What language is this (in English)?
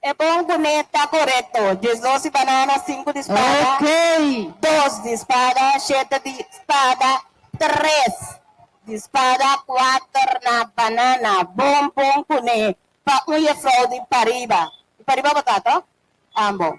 Papiamento